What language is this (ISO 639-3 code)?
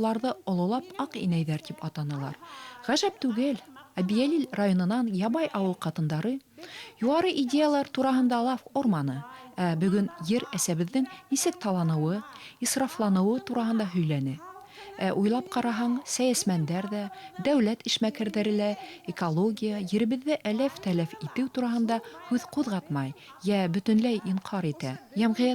bak